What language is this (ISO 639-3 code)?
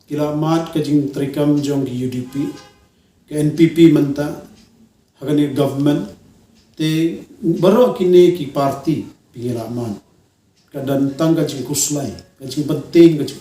kha